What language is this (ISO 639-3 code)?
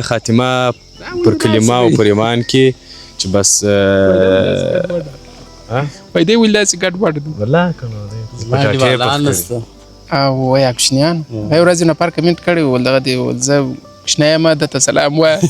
pus